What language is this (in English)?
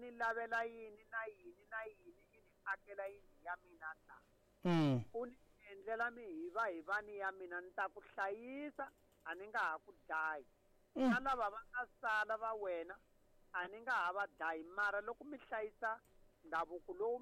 Tsonga